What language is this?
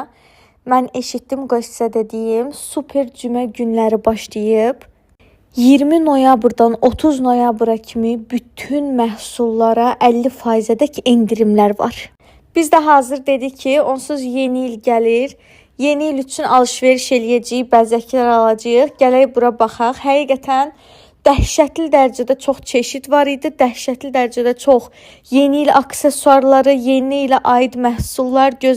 Azerbaijani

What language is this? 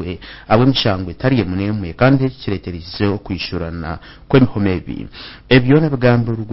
Nyankole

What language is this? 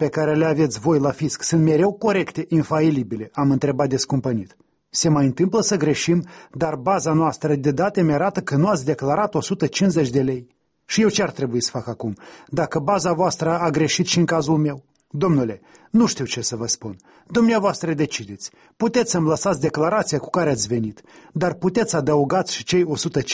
Romanian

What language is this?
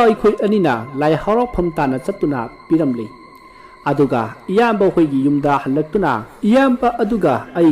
Manipuri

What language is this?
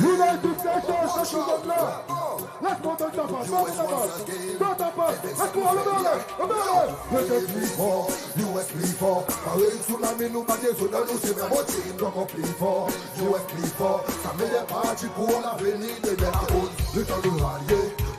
Seselwa Creole French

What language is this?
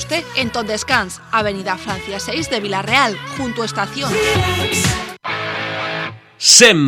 Catalan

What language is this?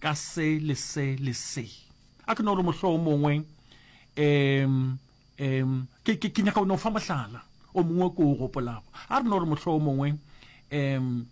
Northern Sotho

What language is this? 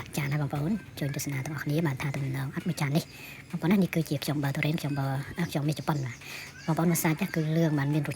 Khmer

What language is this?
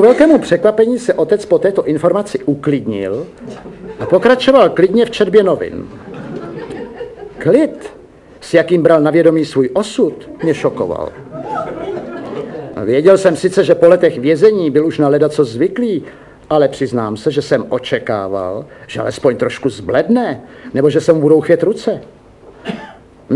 Czech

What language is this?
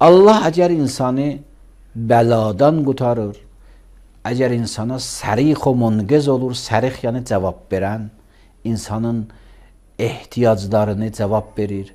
Azerbaijani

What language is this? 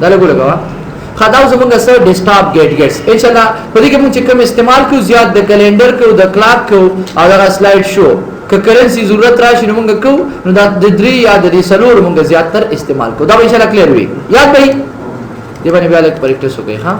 Pashto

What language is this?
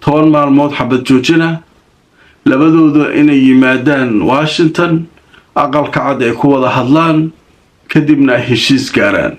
Somali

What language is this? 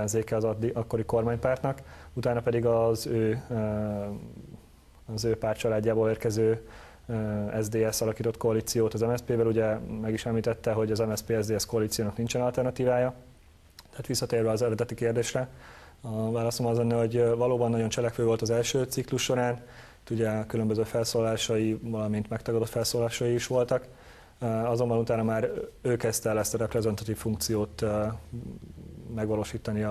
Hungarian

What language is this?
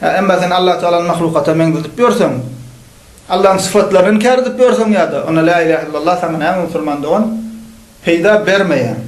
Turkmen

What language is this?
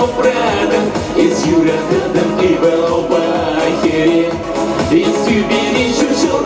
Chuvash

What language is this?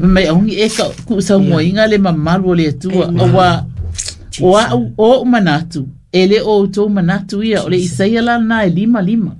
Samoan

